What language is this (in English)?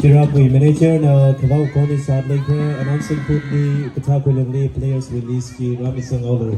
Tangkhul Naga (India)